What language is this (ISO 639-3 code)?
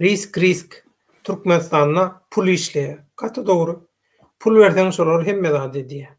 tuk